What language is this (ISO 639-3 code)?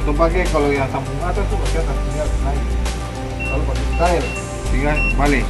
abs